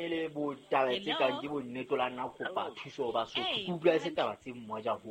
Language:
Southern Sotho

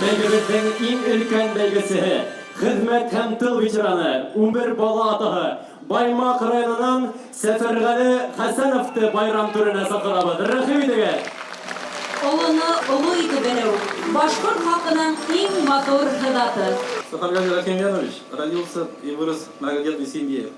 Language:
Bashkir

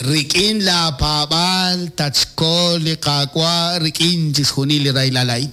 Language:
Kekchí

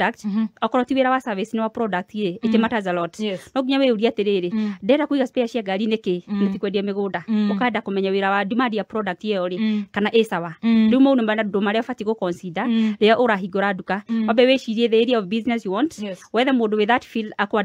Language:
Kikuyu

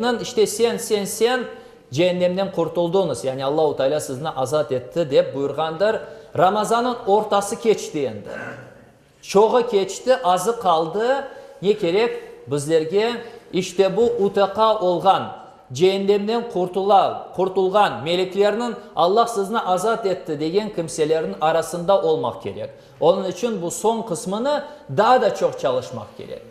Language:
Crimean Tatar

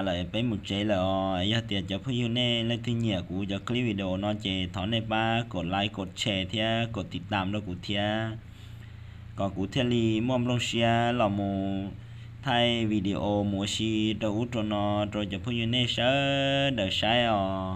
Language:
Hmong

